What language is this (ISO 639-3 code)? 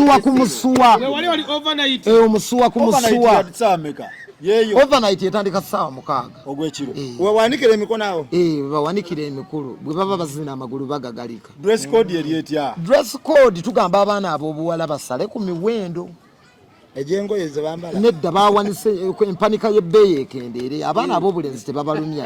lug